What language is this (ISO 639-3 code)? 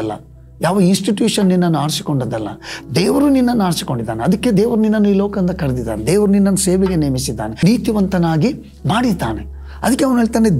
kan